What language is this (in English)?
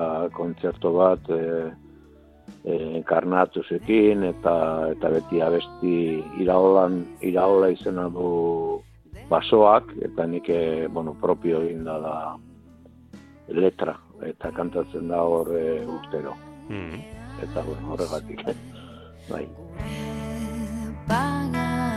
Basque